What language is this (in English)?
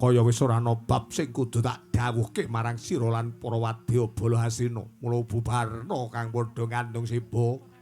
Javanese